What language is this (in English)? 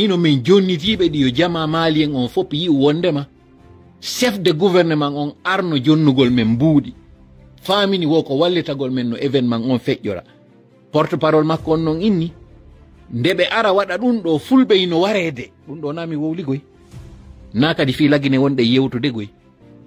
Fula